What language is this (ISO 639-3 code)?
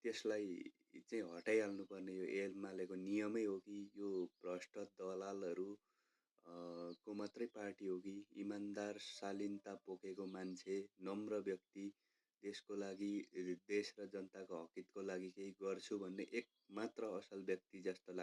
nep